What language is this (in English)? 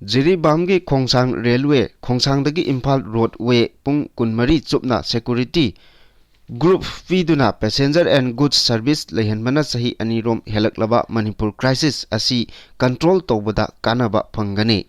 Manipuri